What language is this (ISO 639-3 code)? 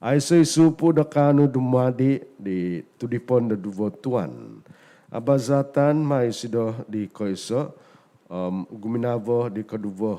dtp